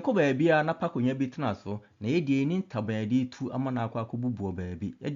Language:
Akan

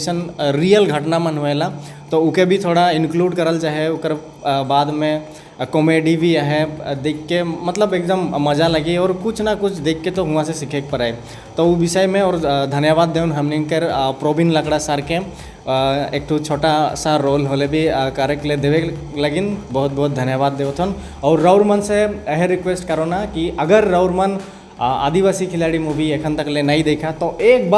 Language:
Sadri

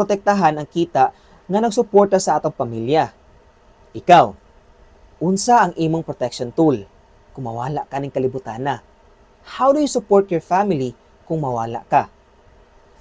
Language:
Cebuano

